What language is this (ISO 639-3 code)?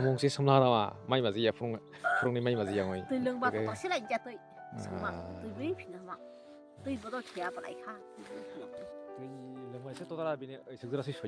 trp